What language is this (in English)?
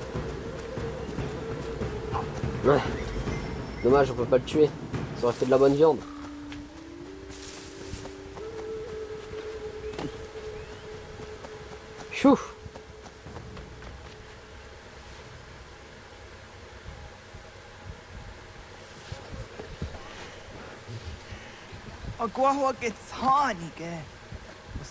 French